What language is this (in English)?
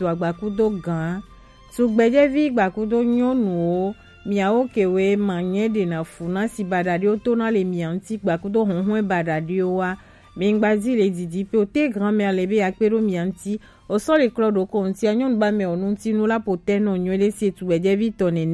Gen